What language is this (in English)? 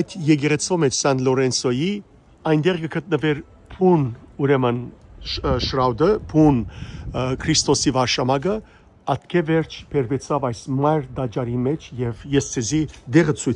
Western Armenian